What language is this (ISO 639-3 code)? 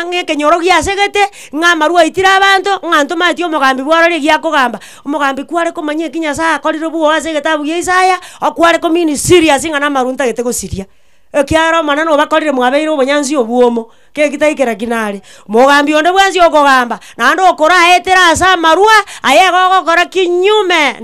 guz